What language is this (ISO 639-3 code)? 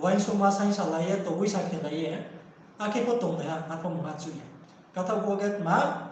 ria